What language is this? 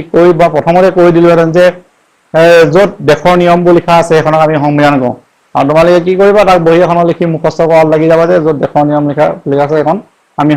Assamese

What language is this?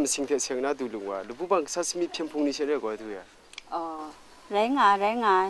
Kachin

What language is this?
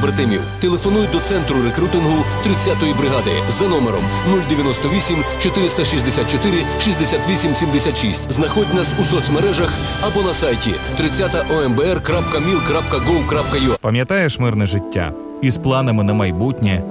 Ukrainian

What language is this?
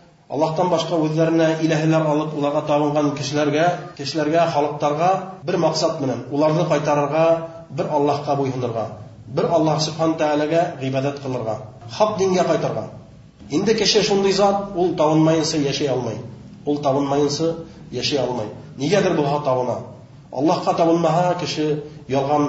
Bashkir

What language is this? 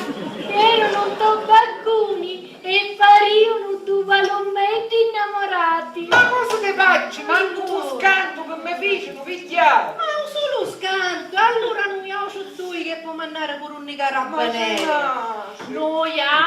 Sicilian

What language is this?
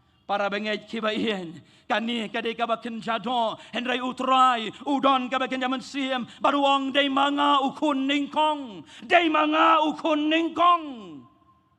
Khasi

